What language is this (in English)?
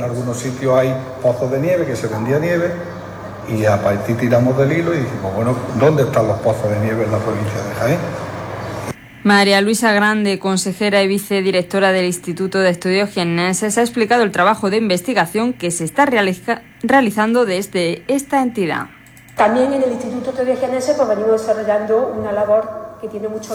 Spanish